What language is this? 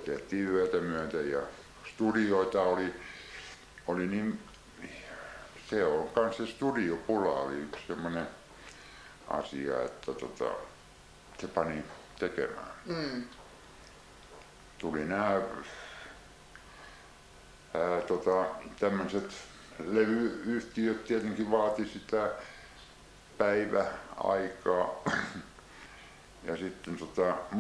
Finnish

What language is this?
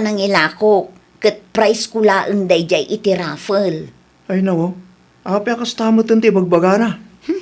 Iloko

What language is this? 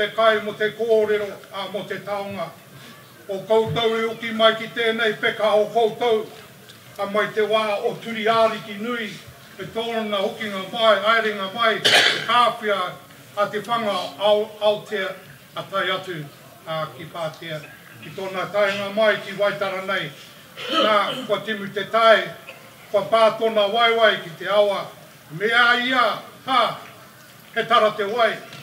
Māori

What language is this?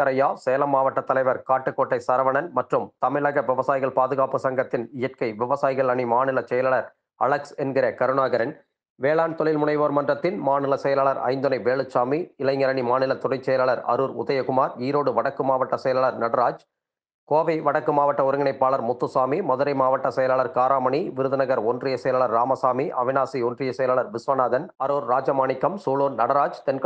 Tamil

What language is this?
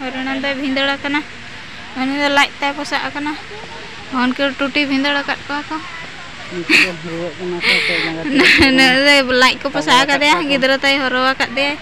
Santali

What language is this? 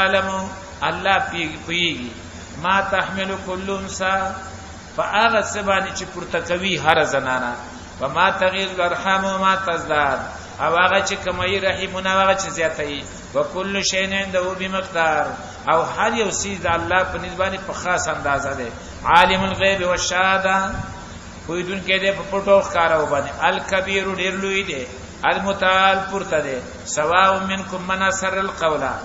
Pashto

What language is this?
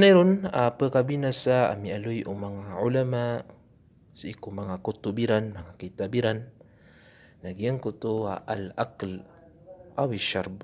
Maranao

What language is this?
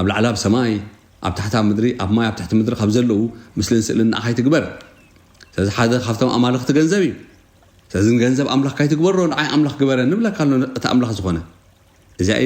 Tigrinya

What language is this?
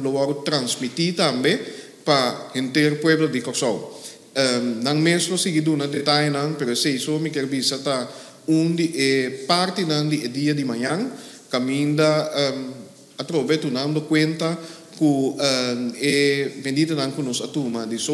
Papiamento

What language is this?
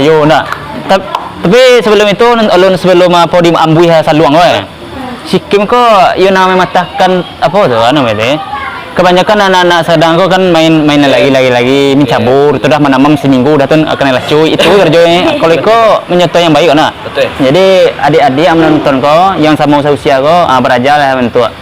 Minangkabau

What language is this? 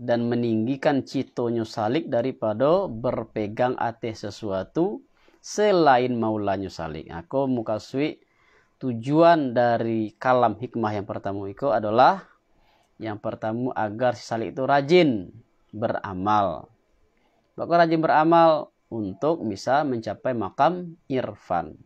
Minangkabau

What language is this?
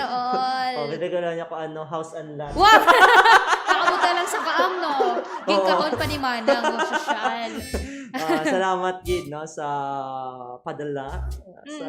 Hiligaynon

